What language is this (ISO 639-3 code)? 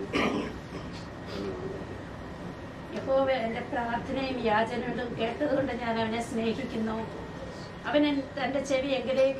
mal